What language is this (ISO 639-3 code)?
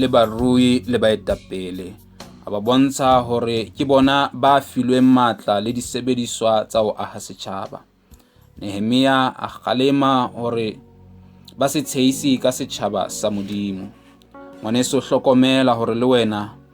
sot